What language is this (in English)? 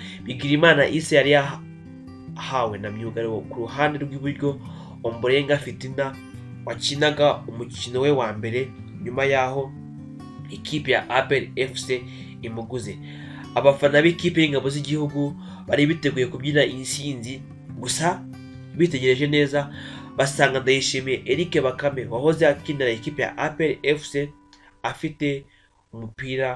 Kinyarwanda